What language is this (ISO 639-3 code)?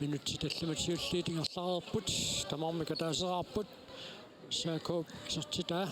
kal